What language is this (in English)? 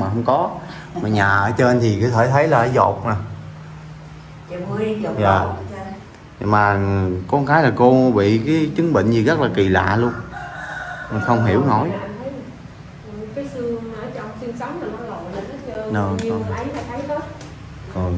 Vietnamese